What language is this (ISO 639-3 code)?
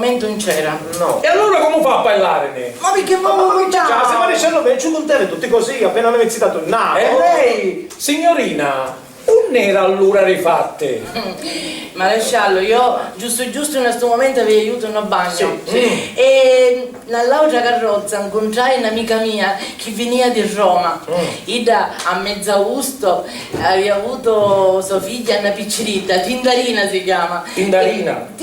scn